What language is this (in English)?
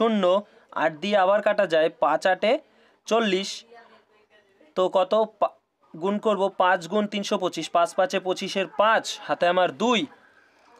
Bangla